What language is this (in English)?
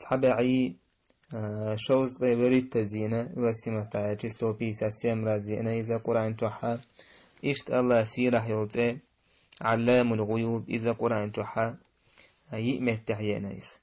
Chechen